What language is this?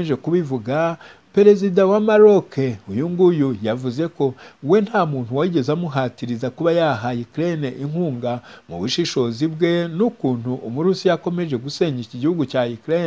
Kinyarwanda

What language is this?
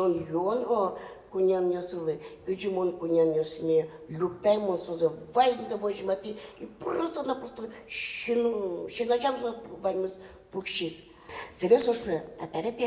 Udmurt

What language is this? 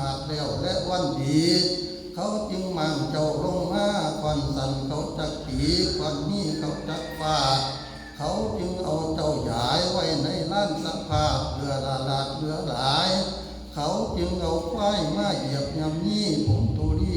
Lao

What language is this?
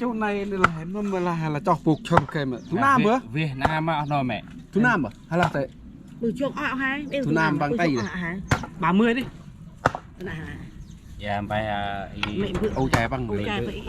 Central Mnong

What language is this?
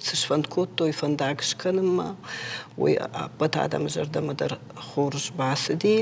Ossetic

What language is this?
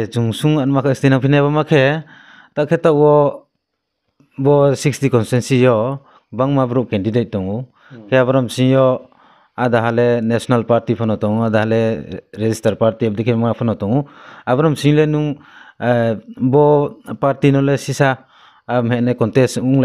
Riang (India)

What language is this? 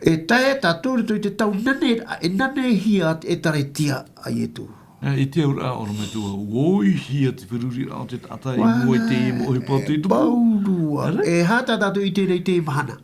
Tahitian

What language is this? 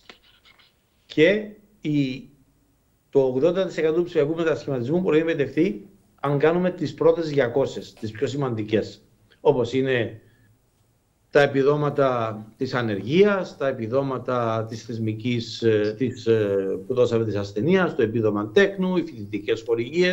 Greek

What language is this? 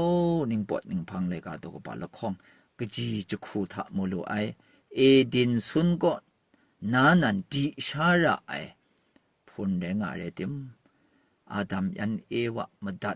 Kachin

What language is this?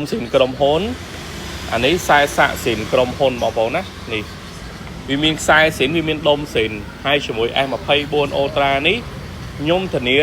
Khmer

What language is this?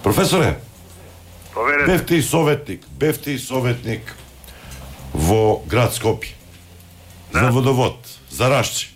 Macedonian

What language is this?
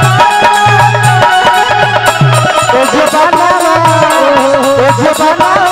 Bhojpuri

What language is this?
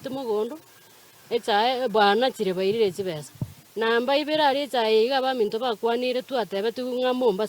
Gusii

